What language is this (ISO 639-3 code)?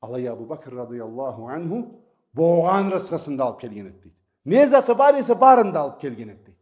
krc